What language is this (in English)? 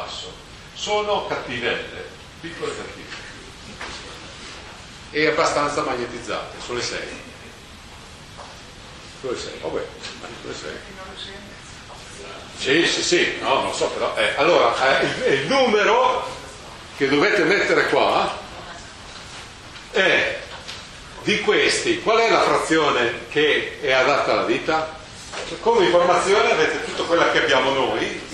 Italian